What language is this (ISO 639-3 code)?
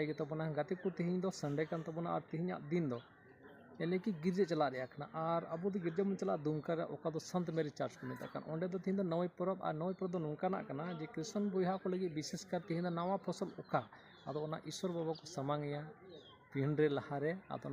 sat